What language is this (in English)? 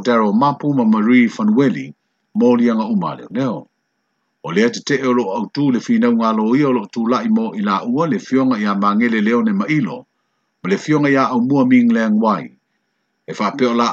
Samoan